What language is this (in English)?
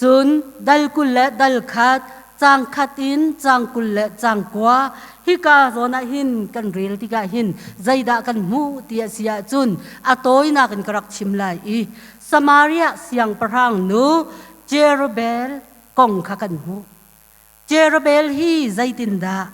Hakha Chin